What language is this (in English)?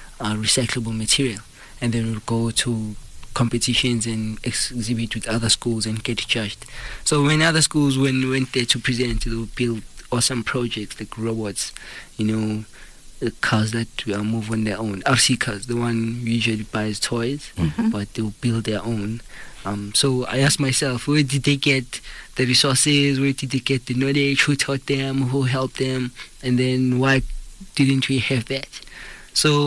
English